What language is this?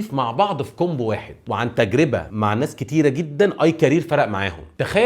Egyptian Arabic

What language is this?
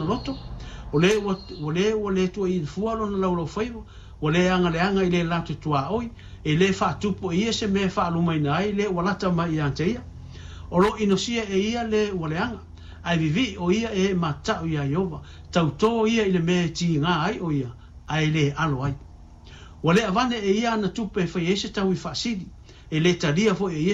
Samoan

